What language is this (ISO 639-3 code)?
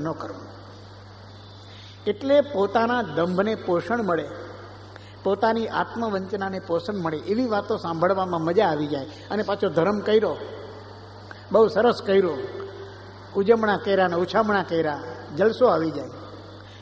guj